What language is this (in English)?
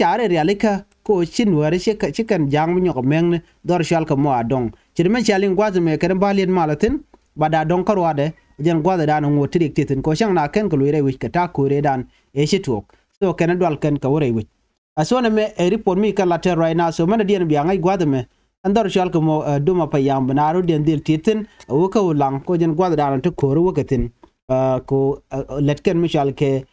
Nuer